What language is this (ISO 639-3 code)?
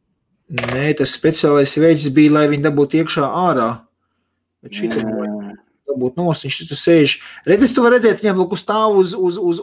lav